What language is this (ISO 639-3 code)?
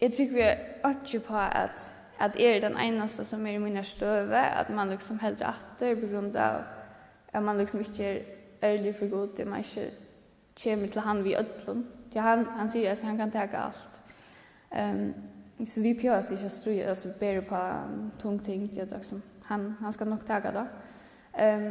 fao